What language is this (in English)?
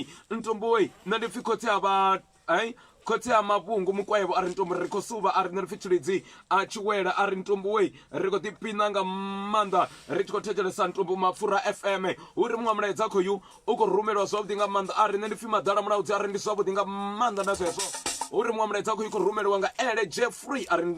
Venda